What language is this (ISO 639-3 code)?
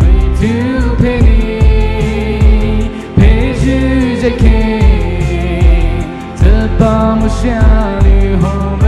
pmx